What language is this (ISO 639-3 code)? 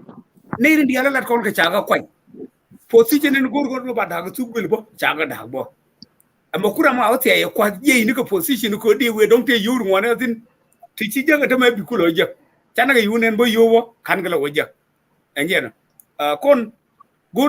nus